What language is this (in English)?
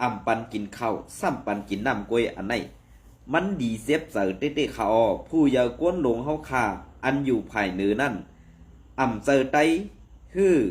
Shan